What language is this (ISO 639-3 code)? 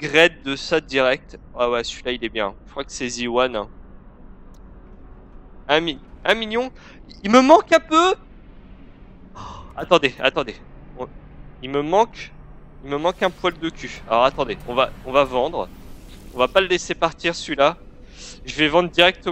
fra